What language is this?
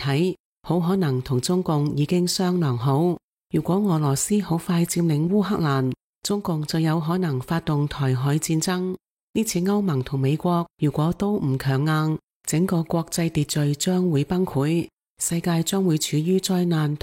Cantonese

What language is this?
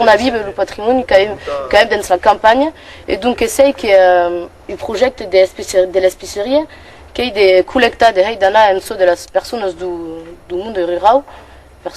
Occitan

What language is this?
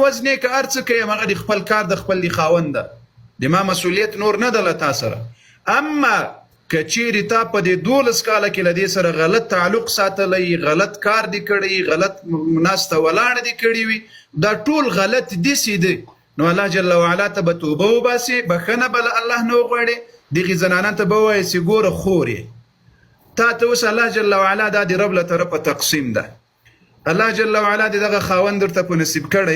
Pashto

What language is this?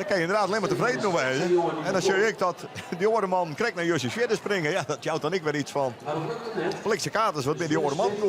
Western Frisian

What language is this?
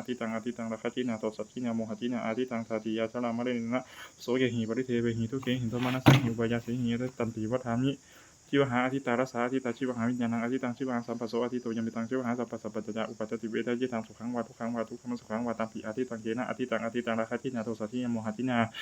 Pali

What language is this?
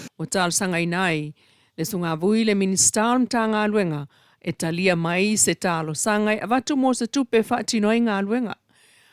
Samoan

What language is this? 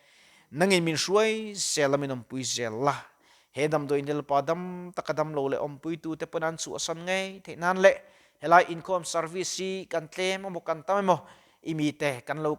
Mizo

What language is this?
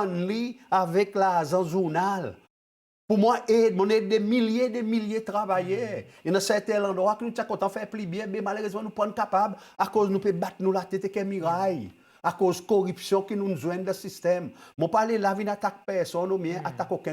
Seselwa Creole French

